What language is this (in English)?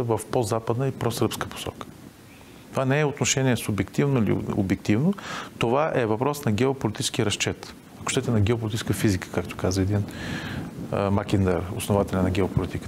Bulgarian